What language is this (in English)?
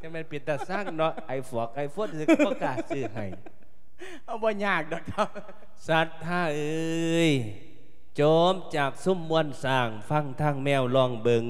Lao